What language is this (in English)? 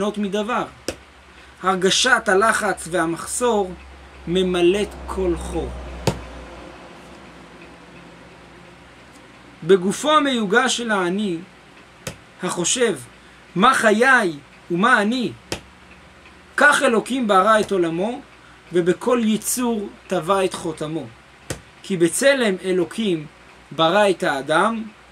Hebrew